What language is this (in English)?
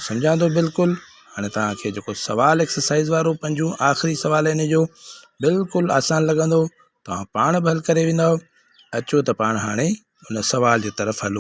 Sindhi